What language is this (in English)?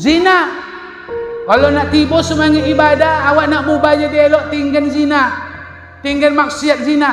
Minangkabau